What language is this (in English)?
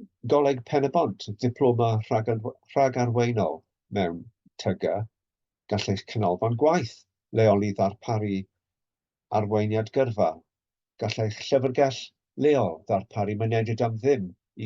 Welsh